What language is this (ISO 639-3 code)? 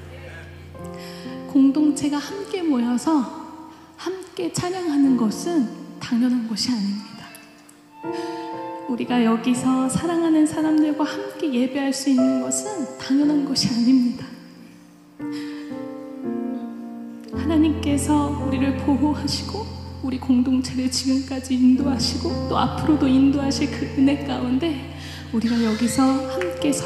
kor